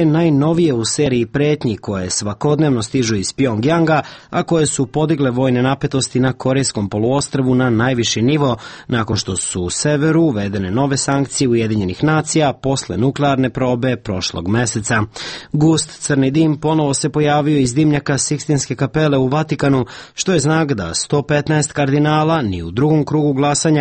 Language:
Serbian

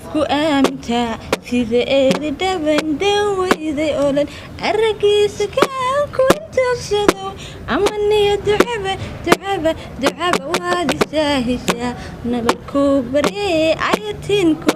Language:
Somali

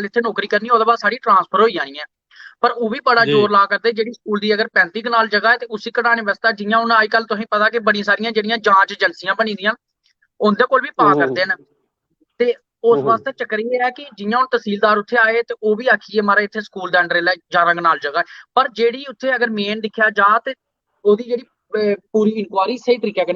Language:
Dogri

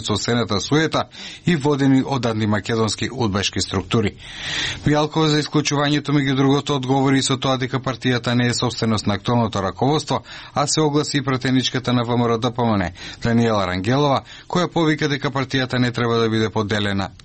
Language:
Macedonian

